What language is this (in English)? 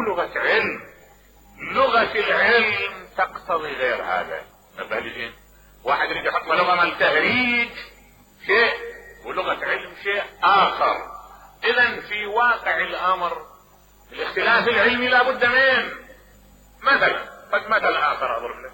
Mesopotamian Arabic